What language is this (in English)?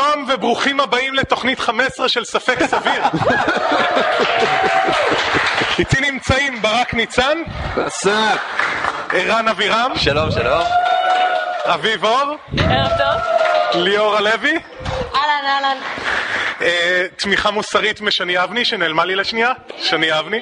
Hebrew